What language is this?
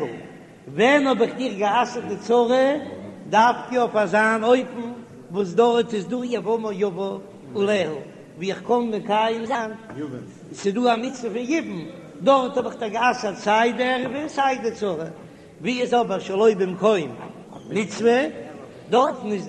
Yiddish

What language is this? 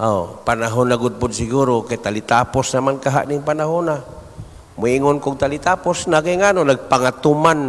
Cebuano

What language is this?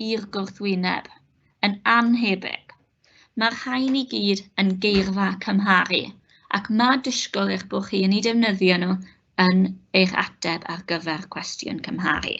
Welsh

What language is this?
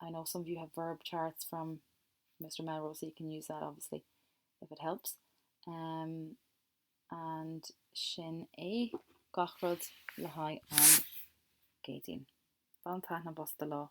Irish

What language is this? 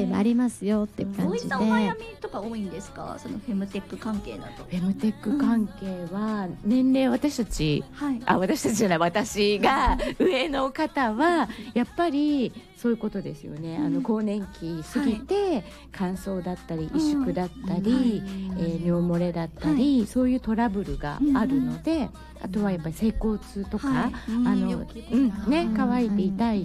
Japanese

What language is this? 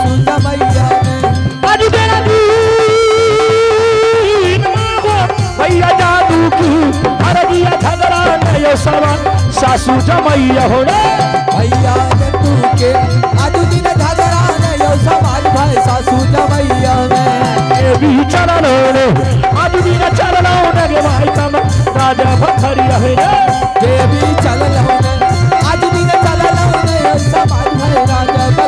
Angika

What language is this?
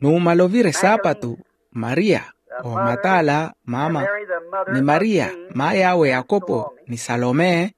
Makhuwa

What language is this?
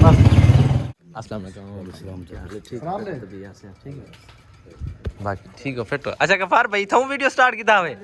Saraiki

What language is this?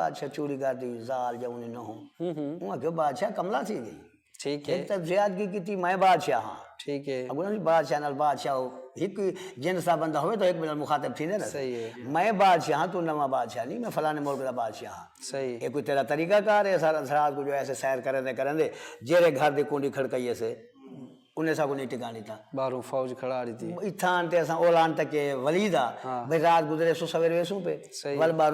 Saraiki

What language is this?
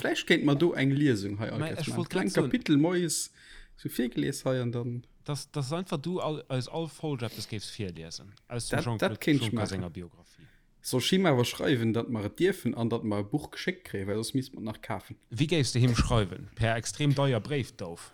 Luxembourgish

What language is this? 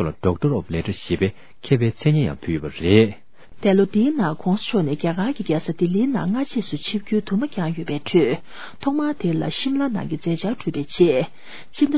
Tibetan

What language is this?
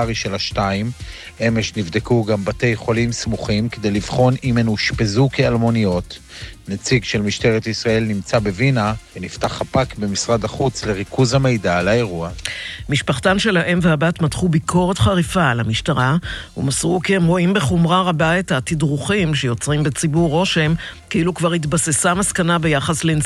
Hebrew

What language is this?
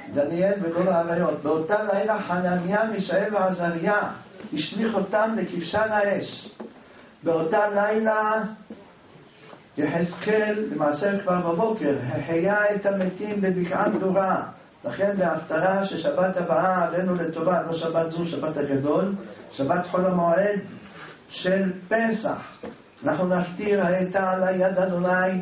Hebrew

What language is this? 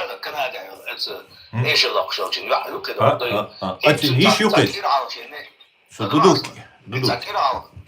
Chechen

